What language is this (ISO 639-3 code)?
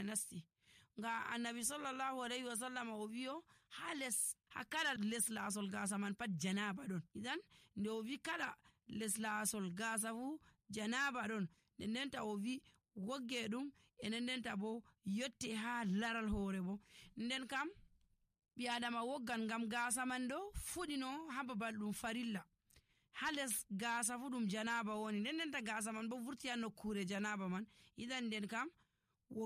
fuv